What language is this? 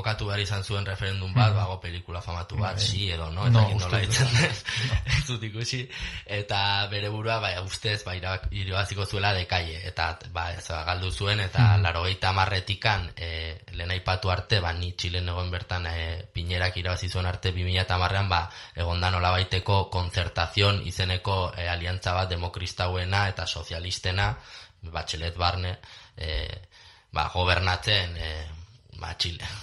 Basque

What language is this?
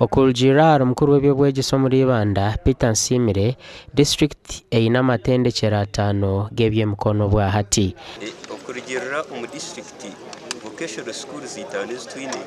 Nyankole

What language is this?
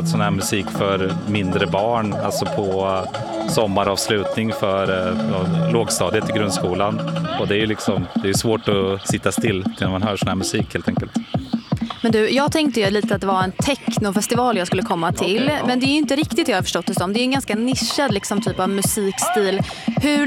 Swedish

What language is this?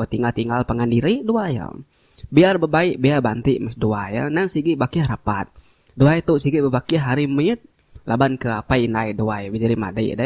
Iban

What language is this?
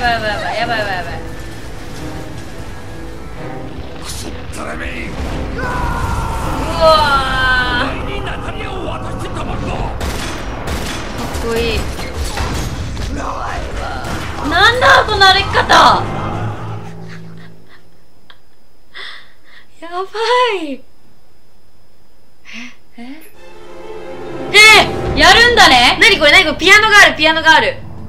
Japanese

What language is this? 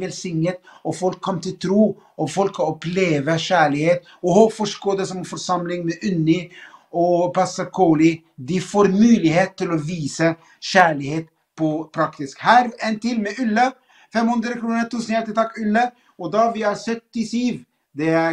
Norwegian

